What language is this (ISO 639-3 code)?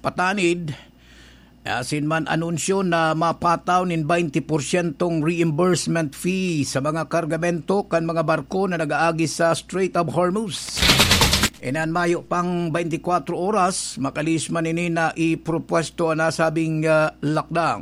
bik